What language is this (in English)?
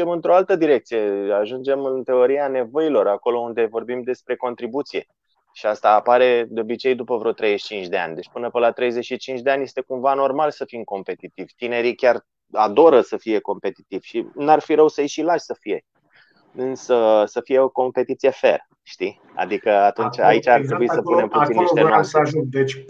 Romanian